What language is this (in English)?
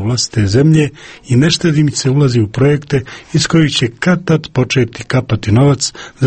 Croatian